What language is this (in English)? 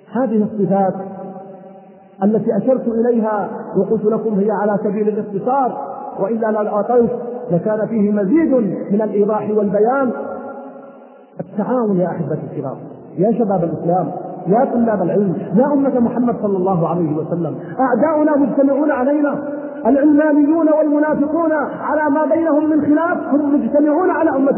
Arabic